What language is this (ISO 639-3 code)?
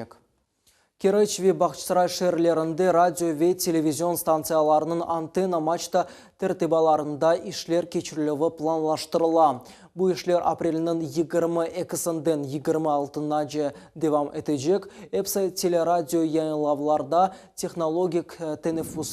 crh